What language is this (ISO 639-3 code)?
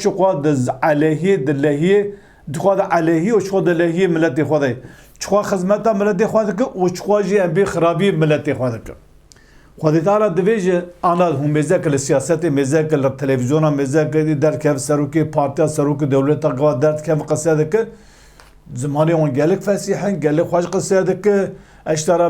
kur